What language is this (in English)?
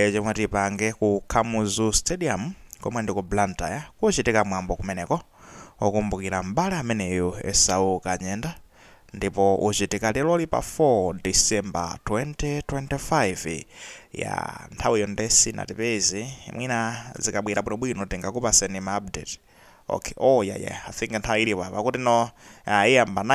Nyanja